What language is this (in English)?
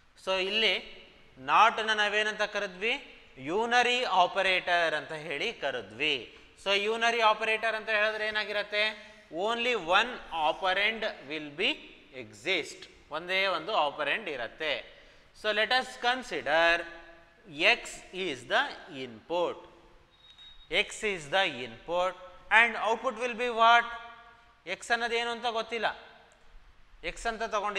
Kannada